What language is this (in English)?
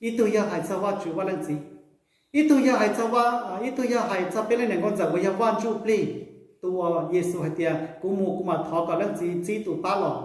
Hmong